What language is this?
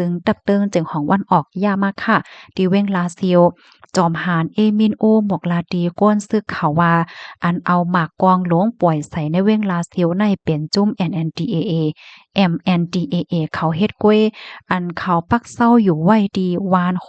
Shan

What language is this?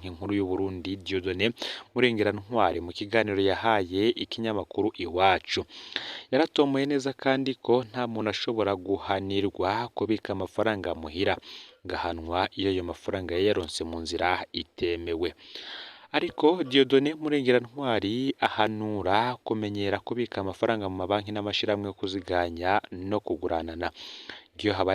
Rundi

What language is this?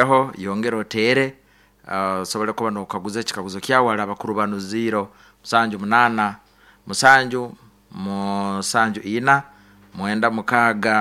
Nyoro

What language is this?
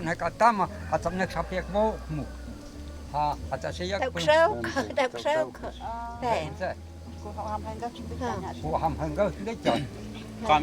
Totontepec Mixe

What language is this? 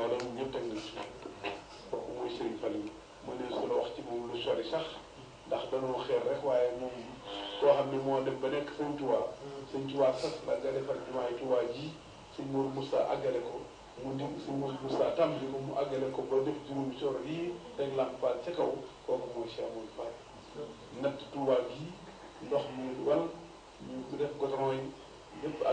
Wolof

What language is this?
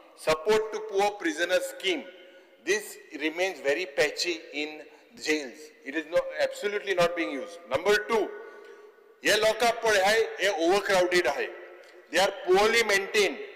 Konkani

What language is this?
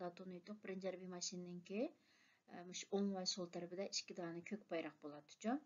Uyghur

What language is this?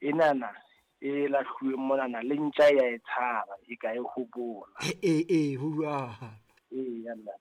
Southern Sotho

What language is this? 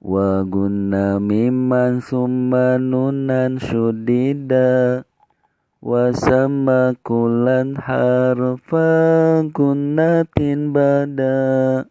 Sundanese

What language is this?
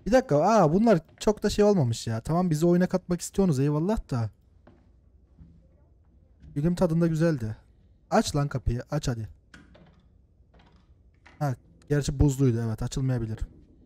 Turkish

